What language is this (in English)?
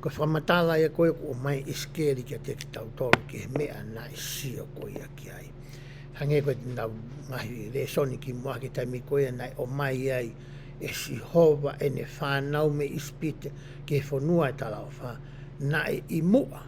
Tongan